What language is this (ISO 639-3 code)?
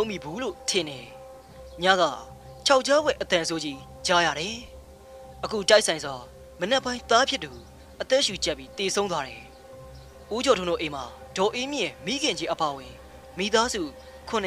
mya